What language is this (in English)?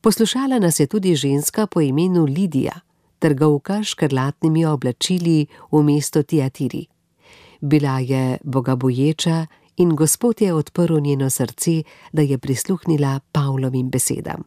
Slovenian